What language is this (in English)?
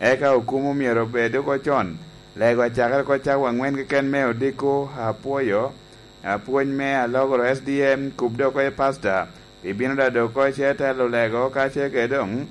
Lango (Uganda)